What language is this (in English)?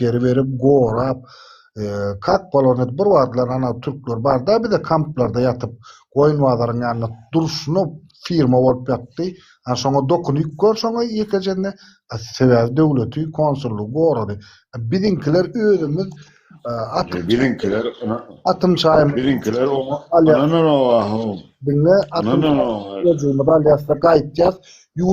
Turkmen